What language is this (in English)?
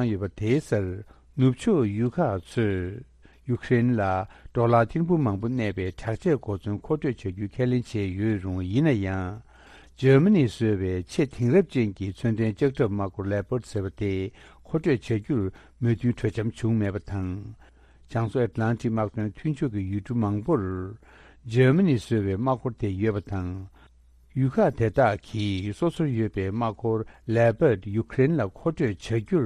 Tibetan